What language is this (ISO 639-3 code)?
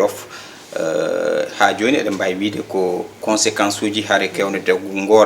ful